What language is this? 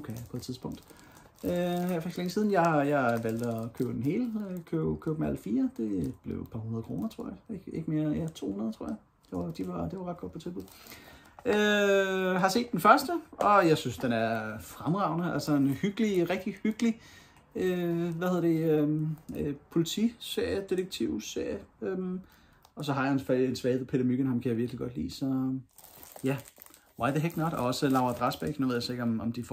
Danish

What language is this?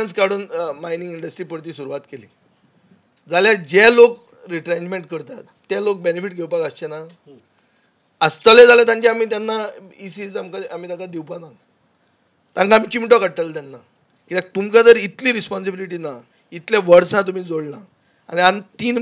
Konkani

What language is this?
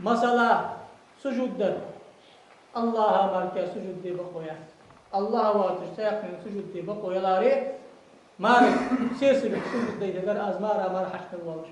Ingush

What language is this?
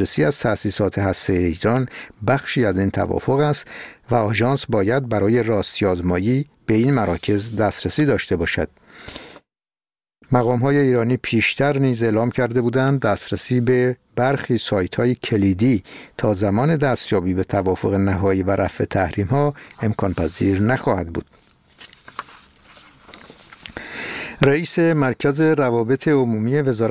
Persian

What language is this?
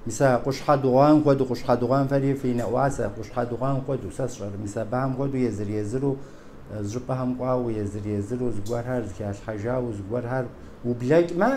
Kabardian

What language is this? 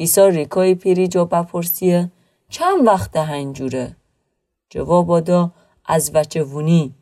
Gilaki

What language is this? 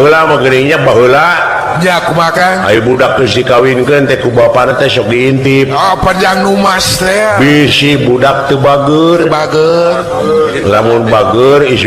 Sundanese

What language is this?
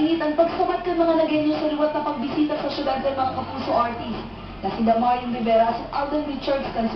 Bikol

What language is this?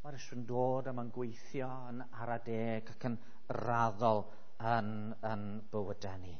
Welsh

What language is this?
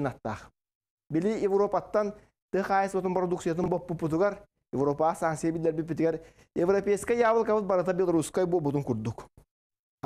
Yakut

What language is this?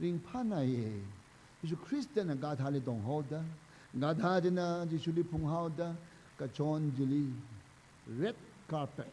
Tangkhul Naga (India)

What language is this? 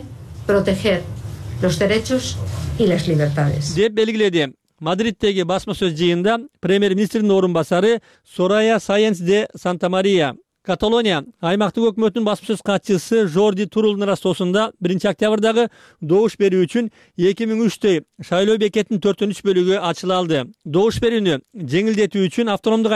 Kyrgyz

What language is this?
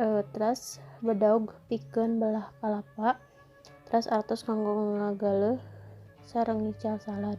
Sundanese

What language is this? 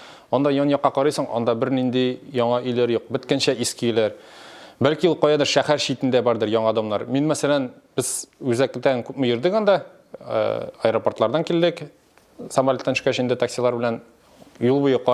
Tatar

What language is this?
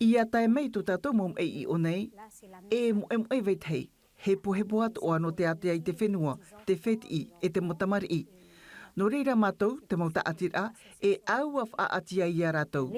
Tahitian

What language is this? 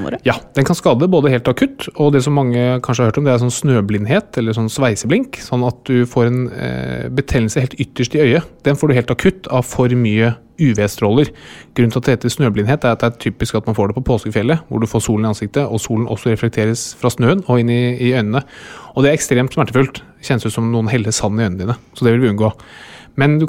Norwegian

